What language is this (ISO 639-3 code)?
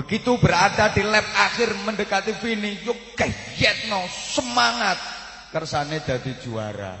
jav